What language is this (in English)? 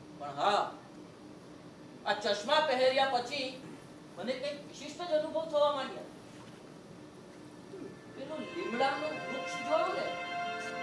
Gujarati